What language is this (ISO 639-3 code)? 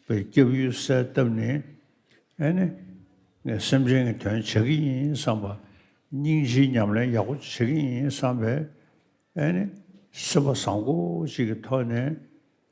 bod